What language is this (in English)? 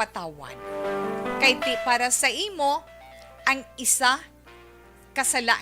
Hiligaynon